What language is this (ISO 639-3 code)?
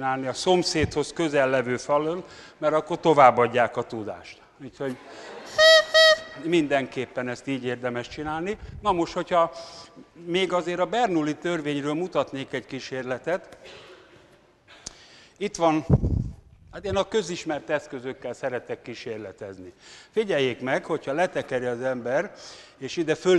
hun